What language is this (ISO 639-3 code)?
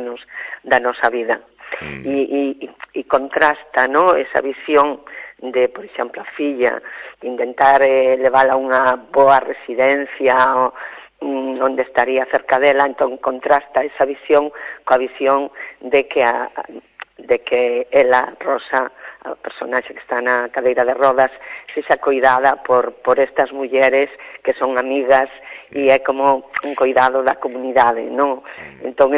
glg